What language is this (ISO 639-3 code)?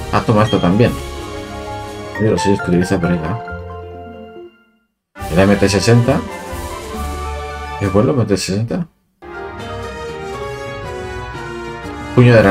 spa